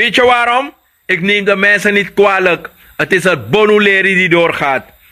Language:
Sranan Tongo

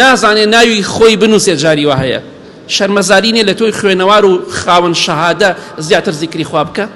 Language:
Central Kurdish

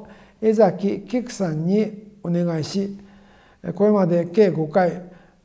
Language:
Japanese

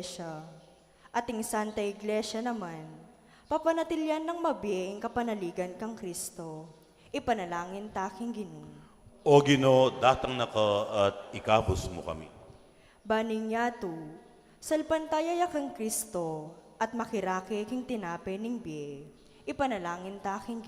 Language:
Pampanga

